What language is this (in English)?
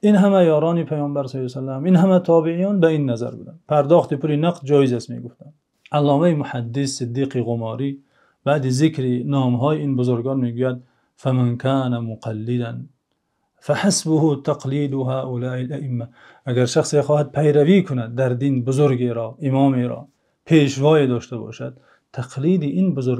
Tajik